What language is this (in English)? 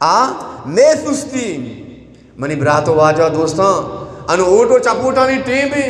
Eastern Balochi